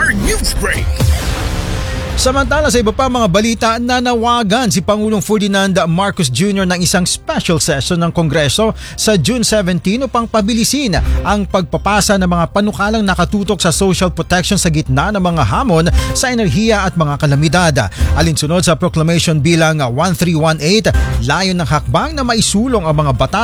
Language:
Filipino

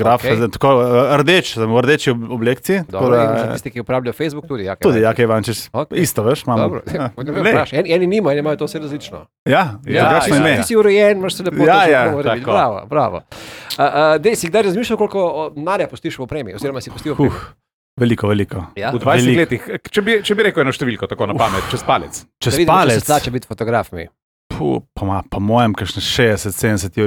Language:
Slovenian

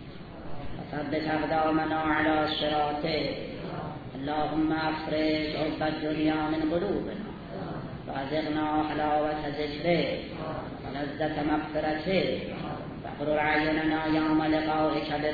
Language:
Persian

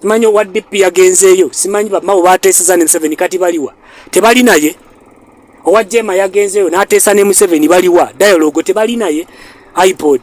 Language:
Ganda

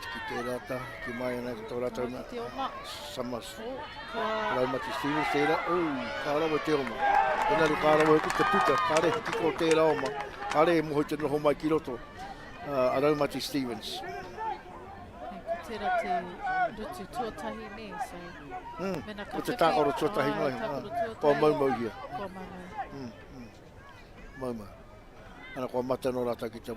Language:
Māori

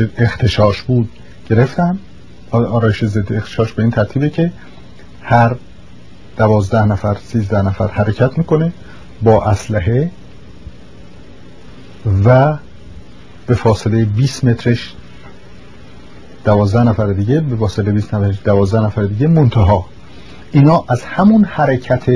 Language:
Persian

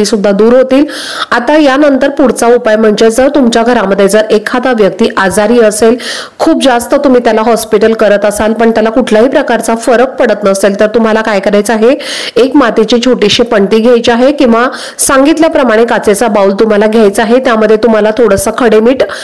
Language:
Marathi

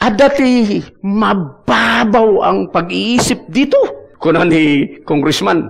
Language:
Iloko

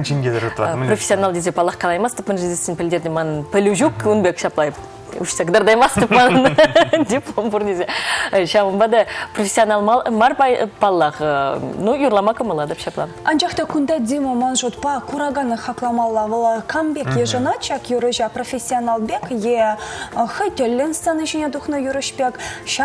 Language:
Chuvash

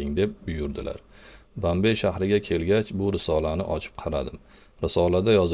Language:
Uzbek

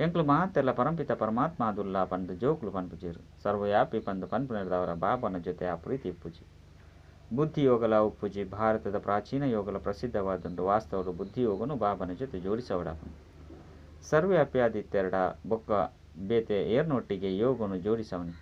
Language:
Tulu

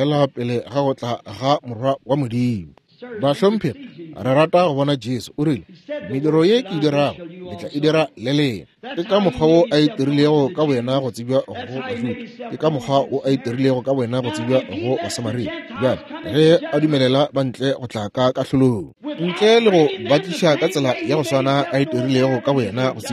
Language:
Northern Sotho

